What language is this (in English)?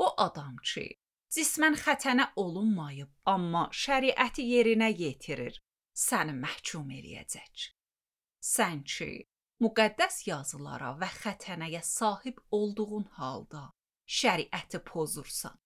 Azerbaijani